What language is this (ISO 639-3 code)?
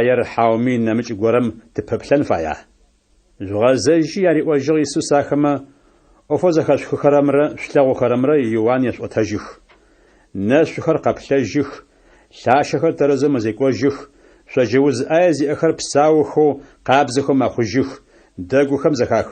ady